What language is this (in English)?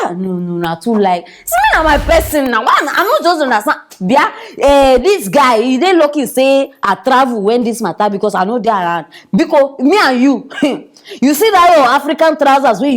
Nigerian Pidgin